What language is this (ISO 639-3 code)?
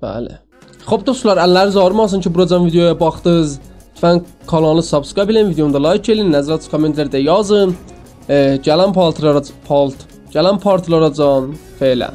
azb